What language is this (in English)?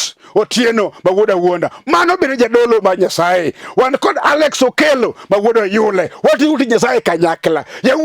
Luo (Kenya and Tanzania)